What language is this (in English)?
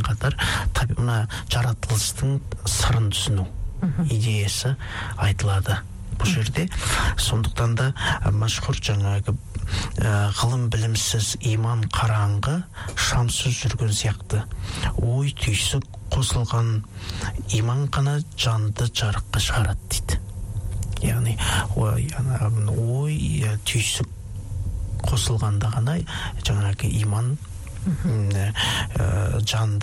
Kazakh